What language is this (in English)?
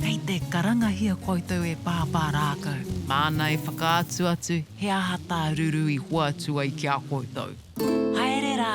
Māori